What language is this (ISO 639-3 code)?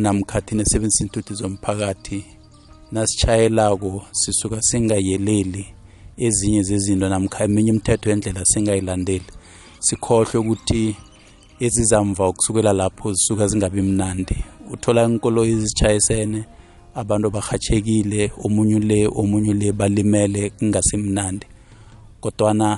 nbl